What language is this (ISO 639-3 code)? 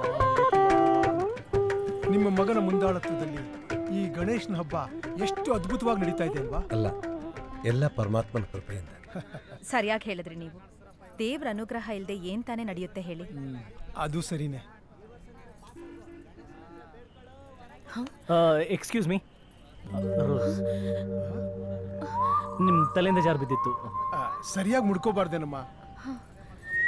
kan